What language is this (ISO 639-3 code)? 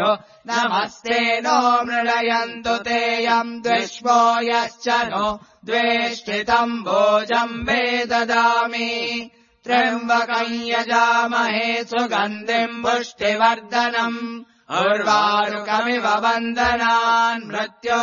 san